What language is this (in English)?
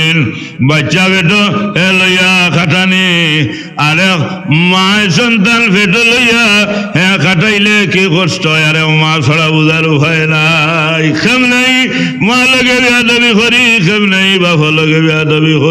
Sylheti